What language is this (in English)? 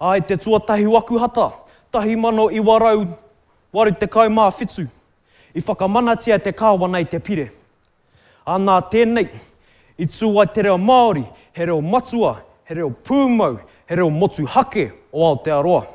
Māori